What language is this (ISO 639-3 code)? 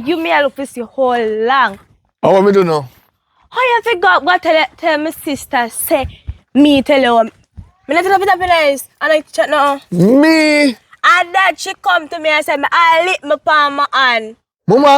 jam